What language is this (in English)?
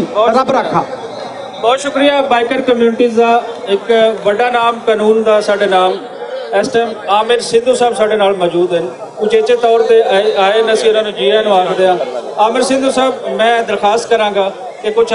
Western Panjabi